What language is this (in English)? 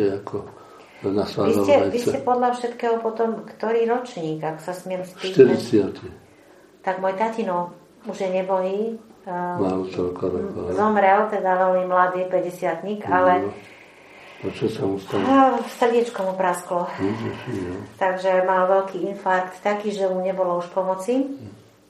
Slovak